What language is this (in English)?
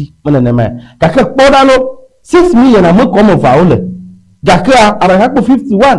Ewe